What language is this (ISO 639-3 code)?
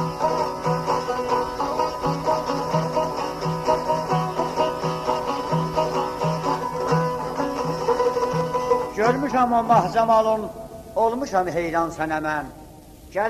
azb